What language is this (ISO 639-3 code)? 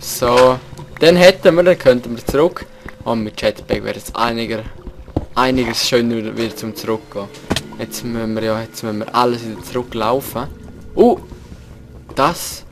gsw